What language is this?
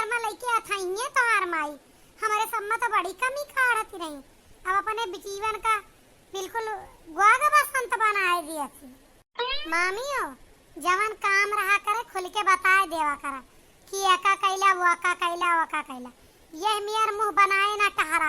Awadhi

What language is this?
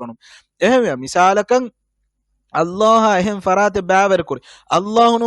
Divehi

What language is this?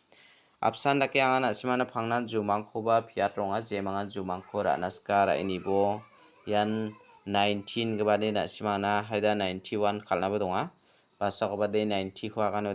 Garo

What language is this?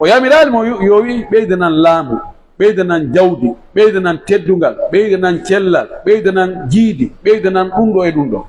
Pular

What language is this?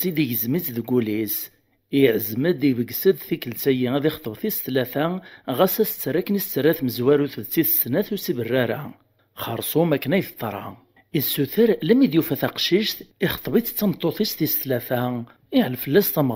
Kabyle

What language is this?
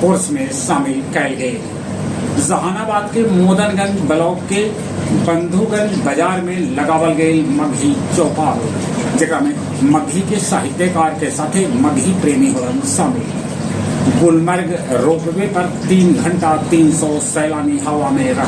Magahi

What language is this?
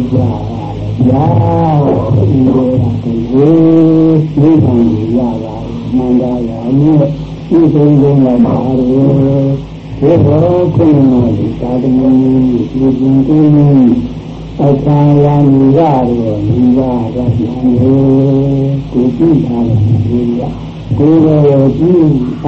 Burmese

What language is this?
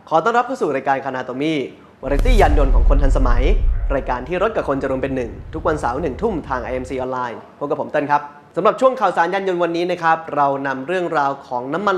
Thai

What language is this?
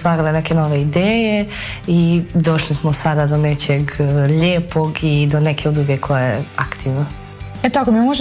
Croatian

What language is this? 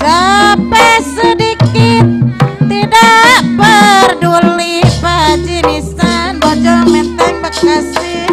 Betawi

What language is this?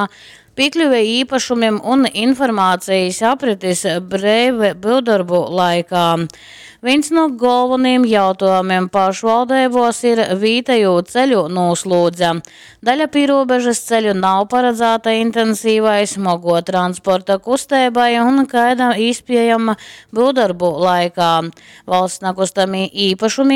Latgalian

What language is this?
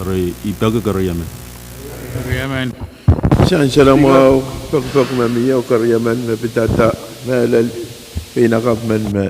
Pohnpeian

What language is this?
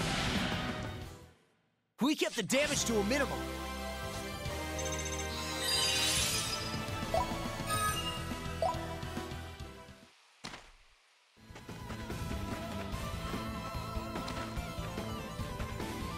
English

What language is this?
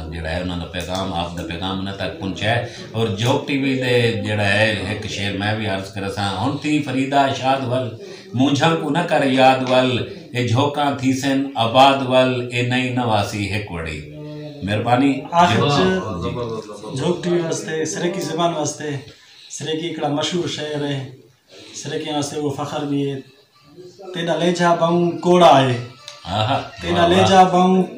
Saraiki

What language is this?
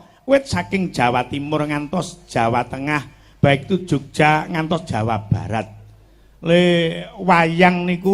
Javanese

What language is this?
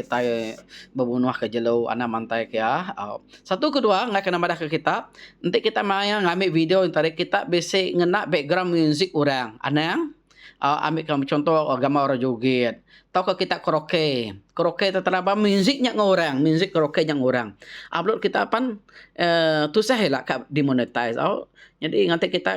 Iban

